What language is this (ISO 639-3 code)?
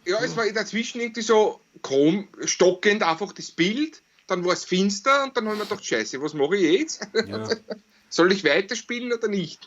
bar